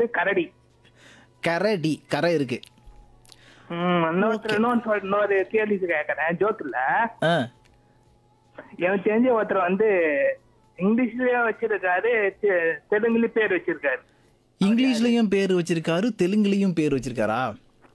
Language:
Tamil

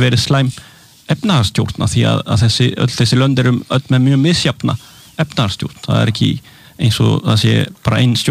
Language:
Icelandic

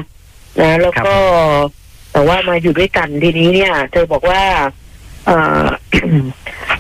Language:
Thai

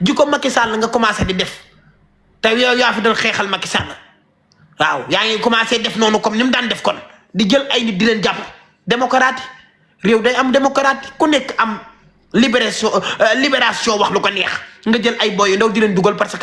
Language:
Wolof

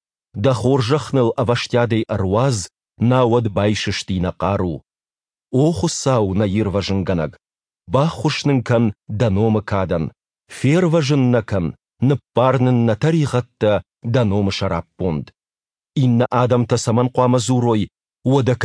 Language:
Ossetic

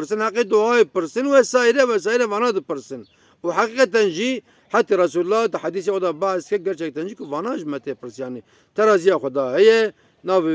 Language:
Kurdish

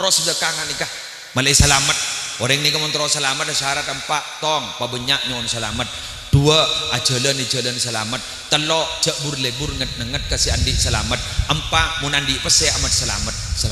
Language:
Madurese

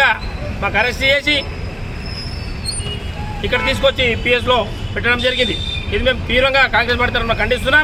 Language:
Telugu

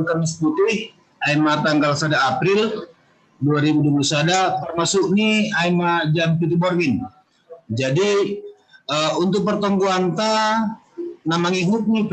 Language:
Batak Simalungun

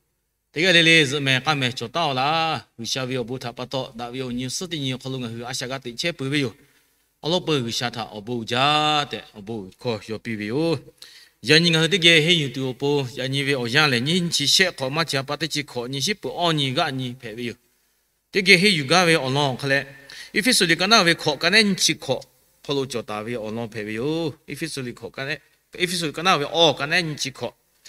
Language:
Lahu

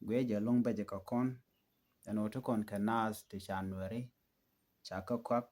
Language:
Nuer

